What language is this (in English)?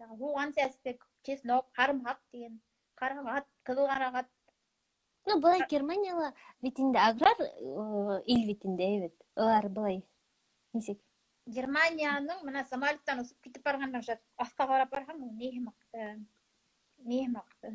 Bashkir